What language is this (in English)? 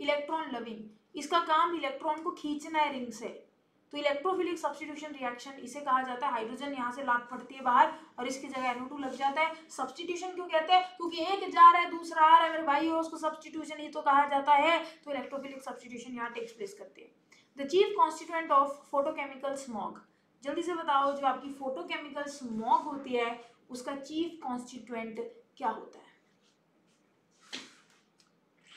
Hindi